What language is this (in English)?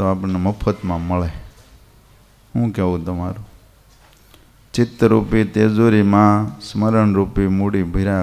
Gujarati